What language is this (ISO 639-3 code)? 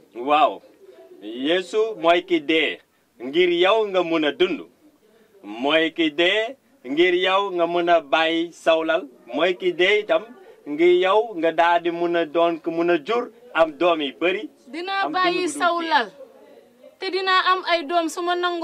wol